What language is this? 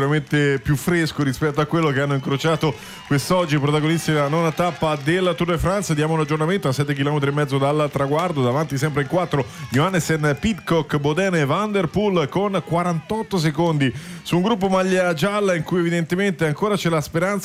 Italian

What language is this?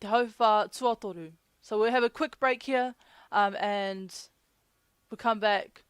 Māori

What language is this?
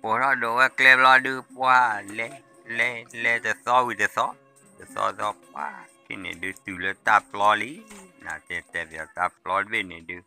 S'gaw Karen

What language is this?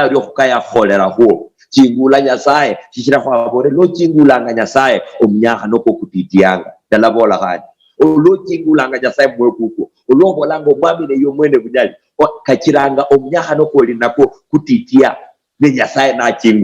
Luyia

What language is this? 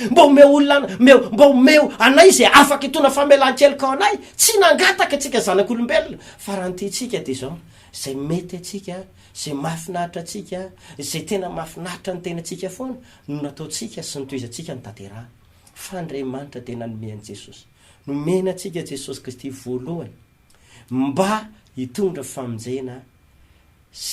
Malagasy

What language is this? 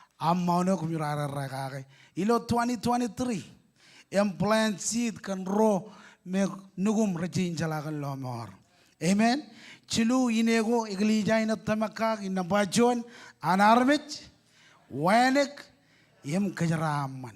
Marshallese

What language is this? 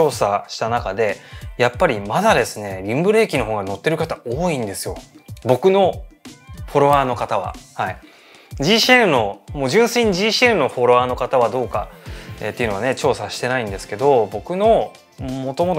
Japanese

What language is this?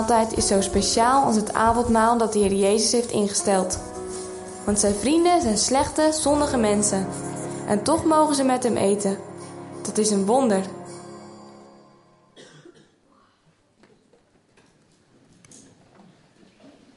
Dutch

